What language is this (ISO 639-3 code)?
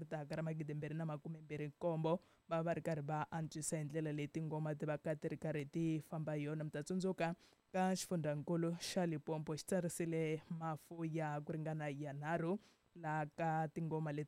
tso